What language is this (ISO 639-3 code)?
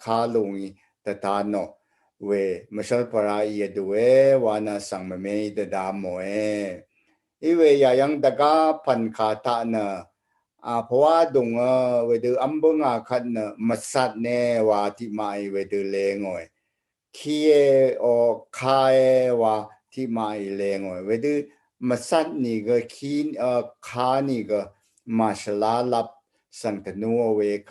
raw